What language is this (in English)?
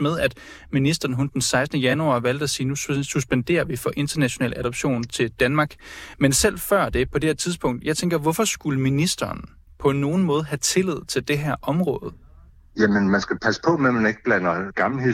Danish